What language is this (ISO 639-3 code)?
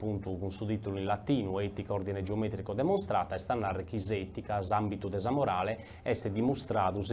srd